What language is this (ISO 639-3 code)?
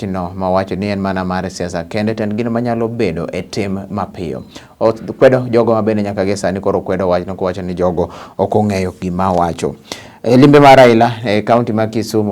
luo